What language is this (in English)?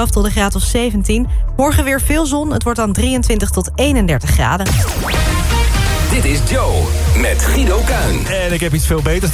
Dutch